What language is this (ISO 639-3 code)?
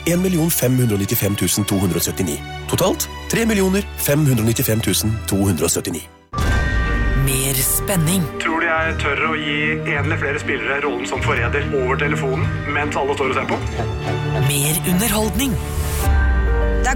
nor